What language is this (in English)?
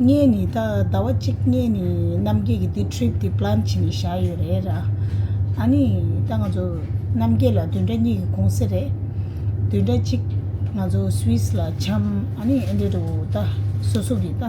Tibetan